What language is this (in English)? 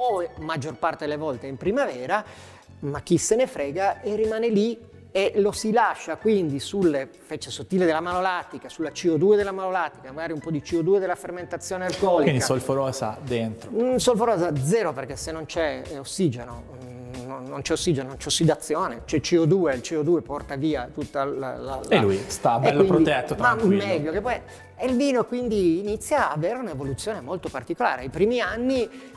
Italian